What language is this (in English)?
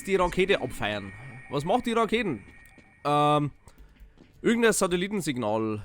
Bavarian